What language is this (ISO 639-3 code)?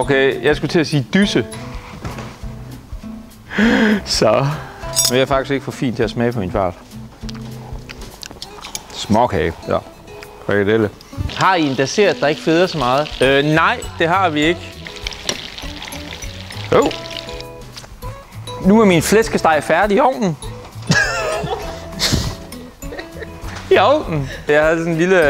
dan